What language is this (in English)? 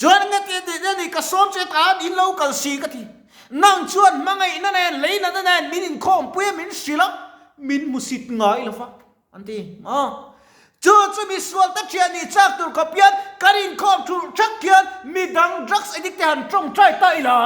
Mizo